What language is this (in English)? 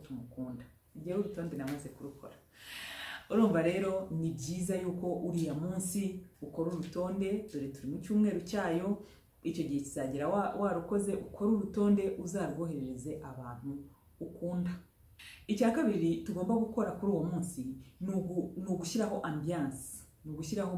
Kinyarwanda